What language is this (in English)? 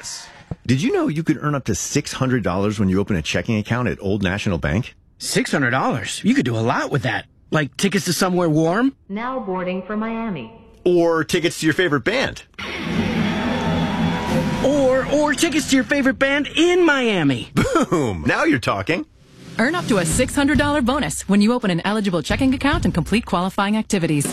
English